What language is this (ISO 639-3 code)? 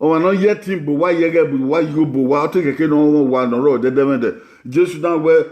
bin